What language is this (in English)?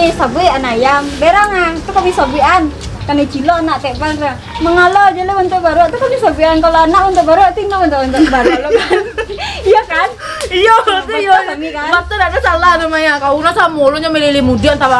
Minangkabau